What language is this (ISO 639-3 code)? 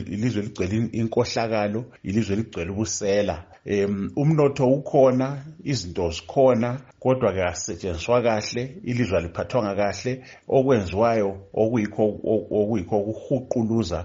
nde